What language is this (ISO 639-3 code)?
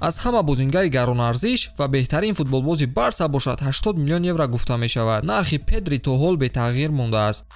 tgk